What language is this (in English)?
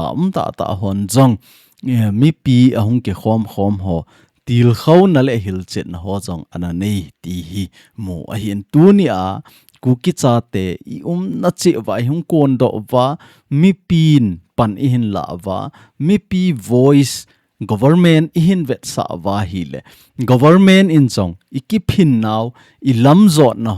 Thado Chin